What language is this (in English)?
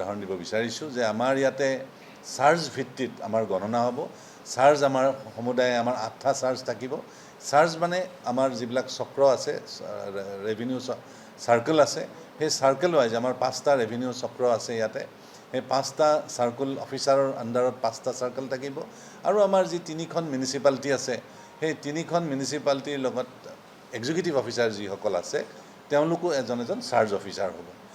Assamese